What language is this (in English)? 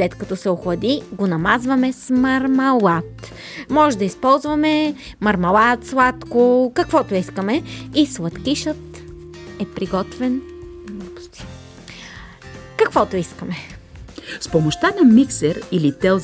Bulgarian